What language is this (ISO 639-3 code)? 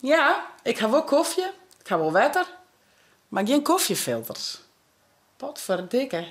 fry